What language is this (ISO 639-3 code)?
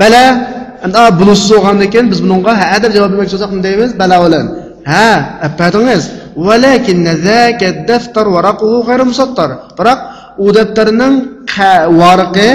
uig